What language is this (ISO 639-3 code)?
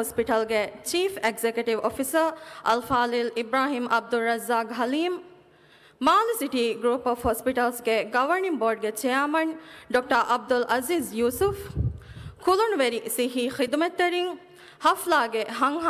div